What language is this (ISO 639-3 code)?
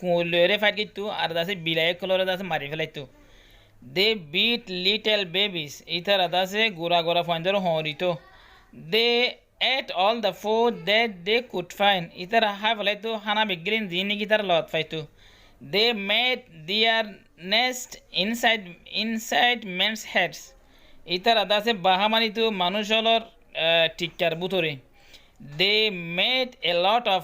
rhg